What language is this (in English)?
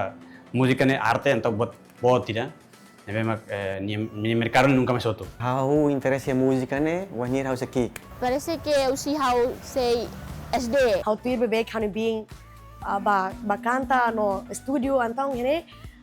Tetum